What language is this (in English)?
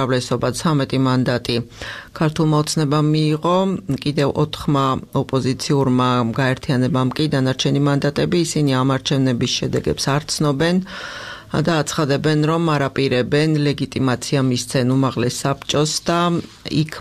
Georgian